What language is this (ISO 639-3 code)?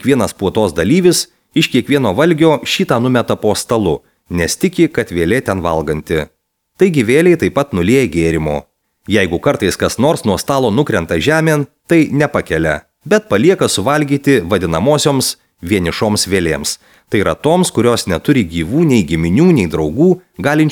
lit